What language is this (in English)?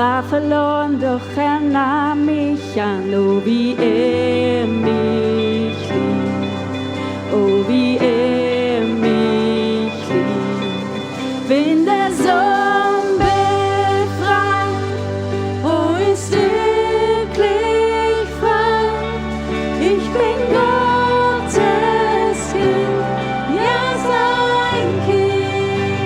Swiss German